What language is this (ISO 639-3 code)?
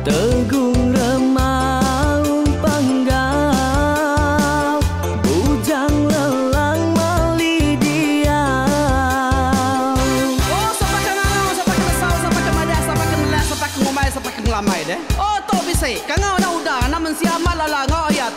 iba